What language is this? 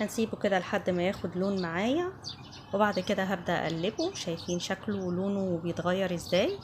Egyptian Arabic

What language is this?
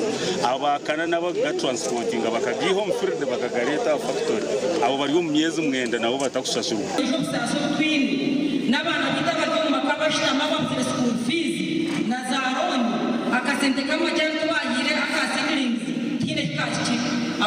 Nyankole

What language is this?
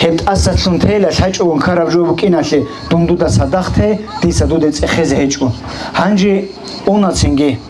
Avaric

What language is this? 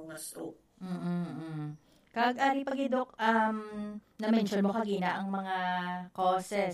Hiligaynon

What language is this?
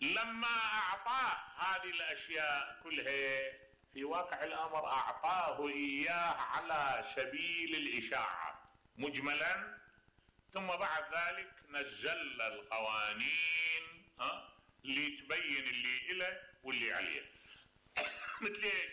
Mesopotamian Arabic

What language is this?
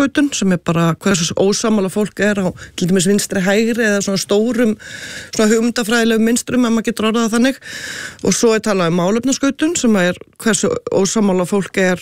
Icelandic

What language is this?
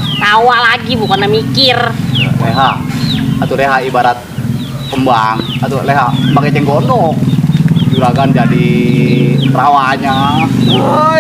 Betawi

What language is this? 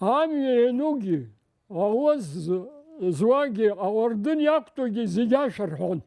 Abkhazian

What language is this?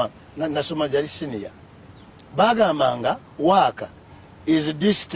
Ganda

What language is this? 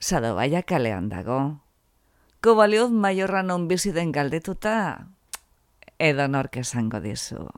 Basque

